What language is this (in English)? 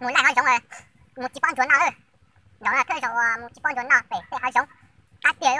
Hmong